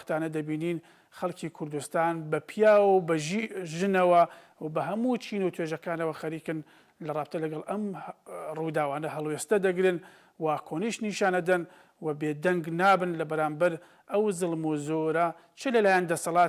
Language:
Central Kurdish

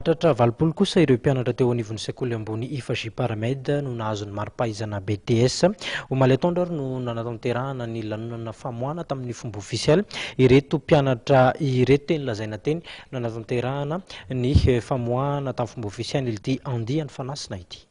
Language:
Malagasy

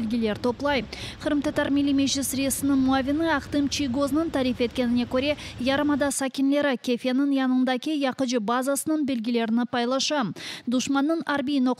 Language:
Crimean Tatar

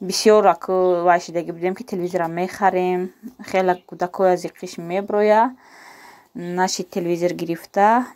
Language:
Tajik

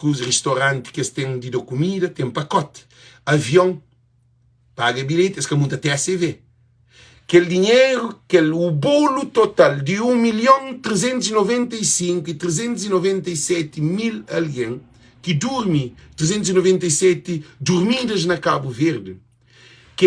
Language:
Kabuverdianu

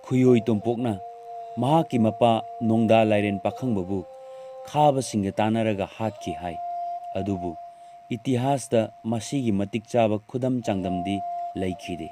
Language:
Manipuri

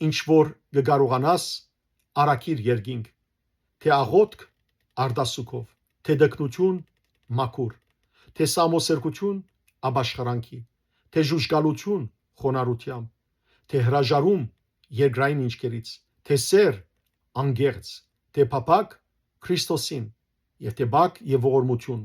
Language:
Western Armenian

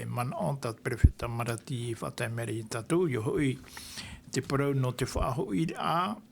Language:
Tahitian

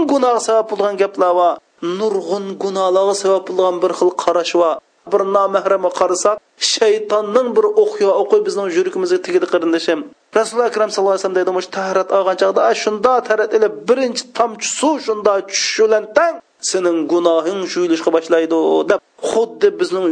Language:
Uyghur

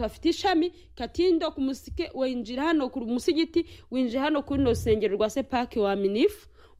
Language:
Kinyarwanda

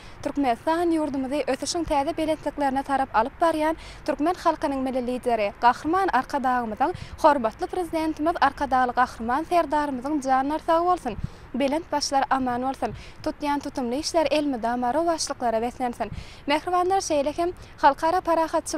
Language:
Turkmen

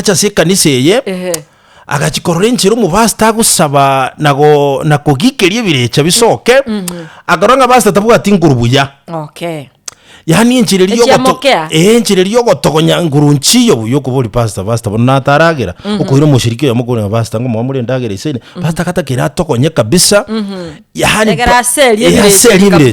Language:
Gusii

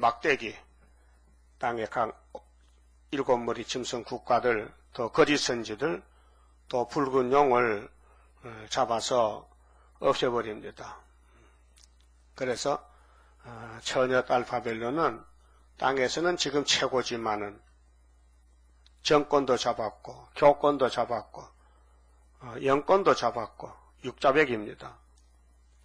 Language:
Korean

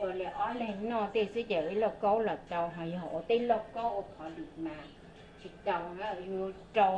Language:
Hmong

